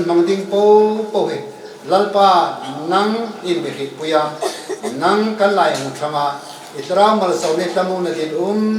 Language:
Hmar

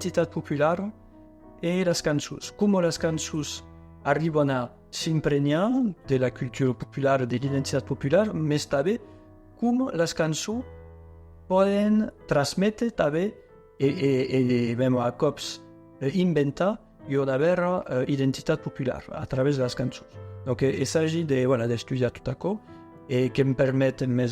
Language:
Occitan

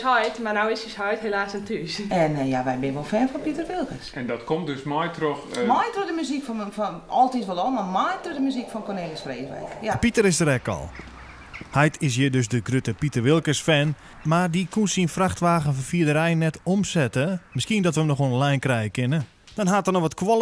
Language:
Western Frisian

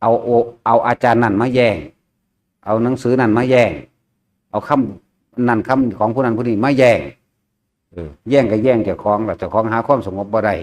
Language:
Northeastern Thai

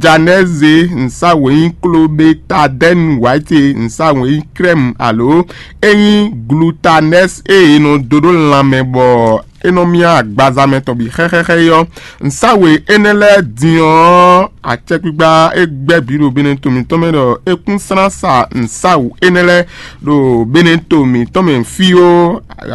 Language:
Fon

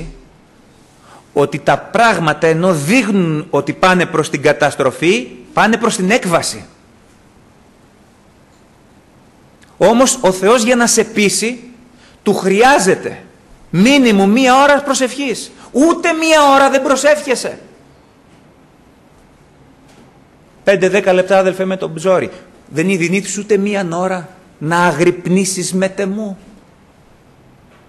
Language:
Greek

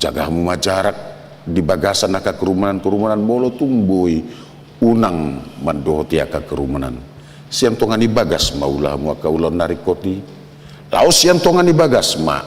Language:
Batak Toba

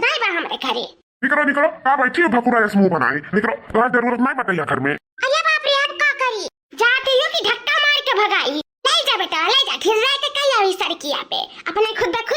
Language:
Awadhi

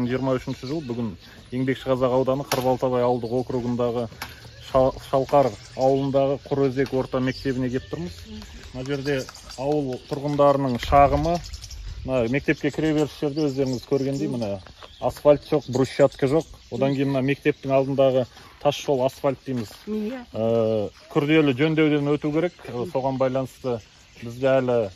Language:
Kazakh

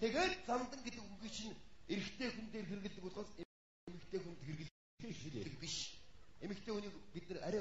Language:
Mongolian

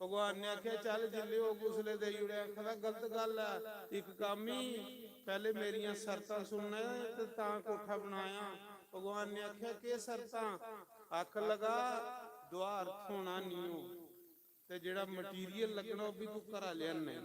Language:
Dogri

